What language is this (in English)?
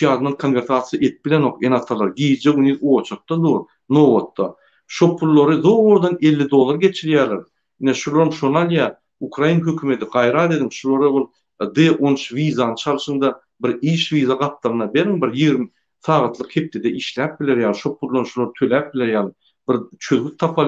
Turkmen